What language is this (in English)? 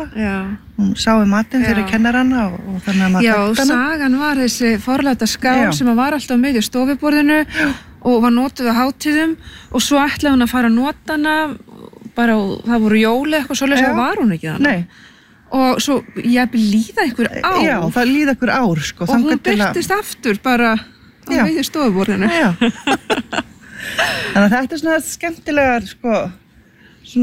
Icelandic